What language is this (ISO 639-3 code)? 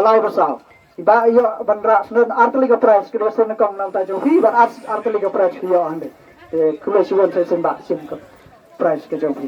kha